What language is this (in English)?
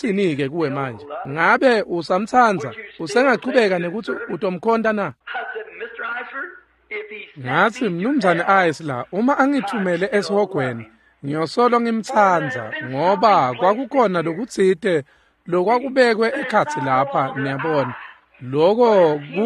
Swati